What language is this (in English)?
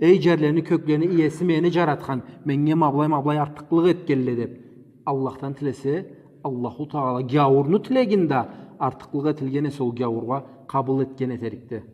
Karachay-Balkar